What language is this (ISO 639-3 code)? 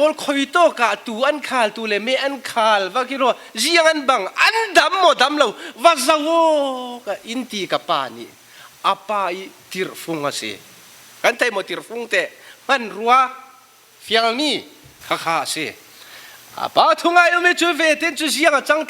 cfm